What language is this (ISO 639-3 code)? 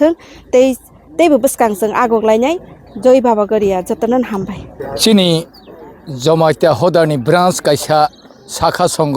trp